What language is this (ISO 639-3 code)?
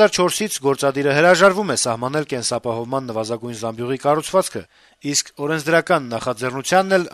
hye